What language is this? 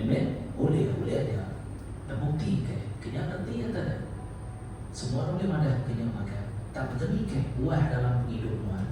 Iban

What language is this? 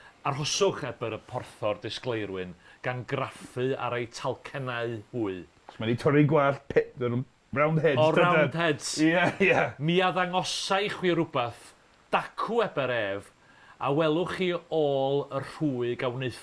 Welsh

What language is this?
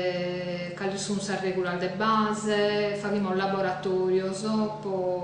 Sardinian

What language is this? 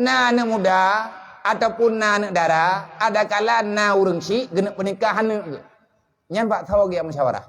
Achinese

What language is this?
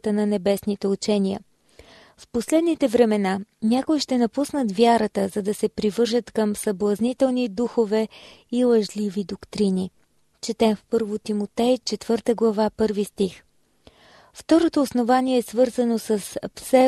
Bulgarian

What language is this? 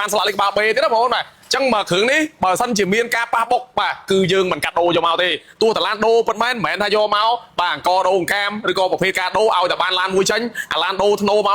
Khmer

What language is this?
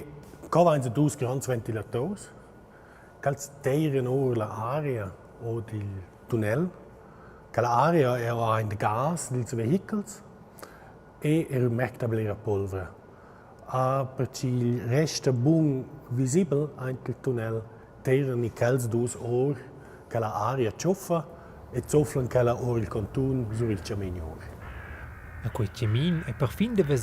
Romansh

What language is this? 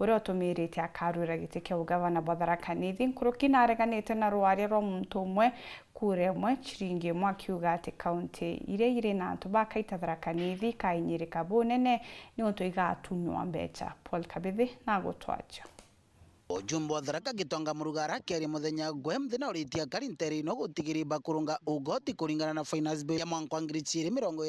Meru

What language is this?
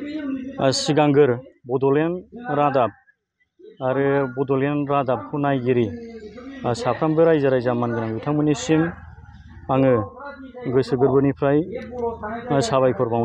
Bodo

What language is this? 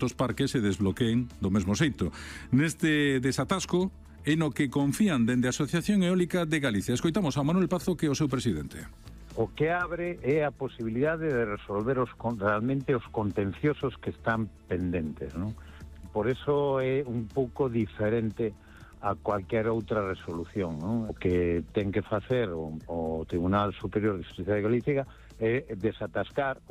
Galician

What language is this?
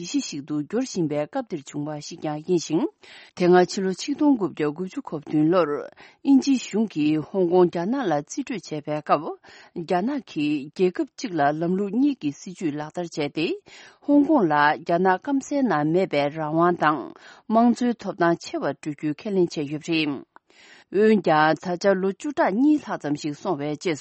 Tibetan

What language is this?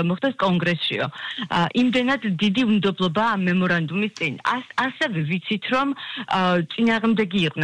Georgian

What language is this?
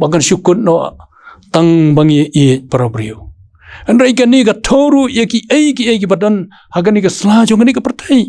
Khasi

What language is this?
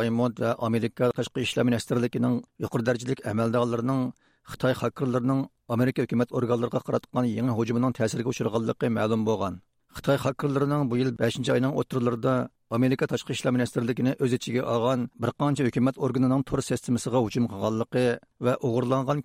Uyghur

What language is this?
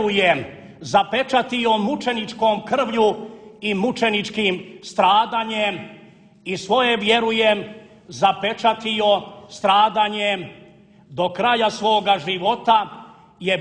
Serbian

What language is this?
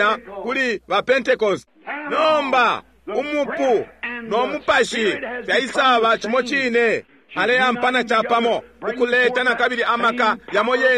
Bemba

